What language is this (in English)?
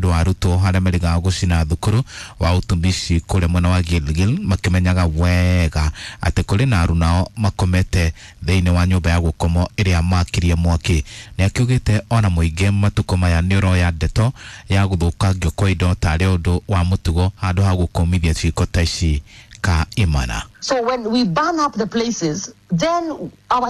Kikuyu